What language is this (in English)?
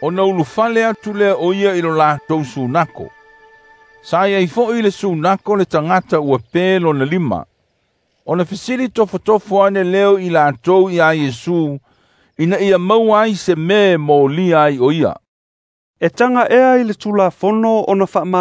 Samoan